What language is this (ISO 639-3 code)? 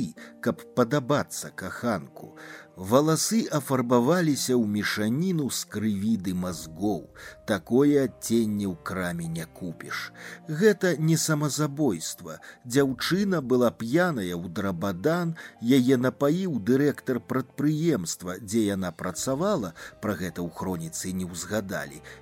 bel